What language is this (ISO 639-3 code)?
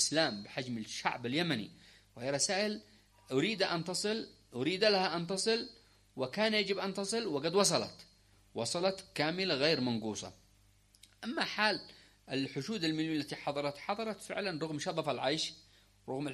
ara